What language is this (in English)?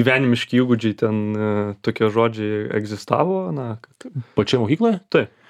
Lithuanian